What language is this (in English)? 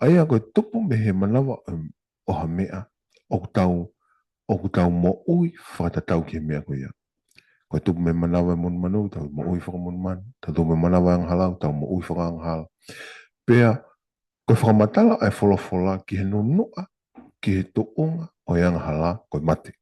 Tongan